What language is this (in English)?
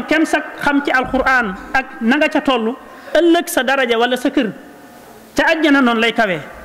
Wolof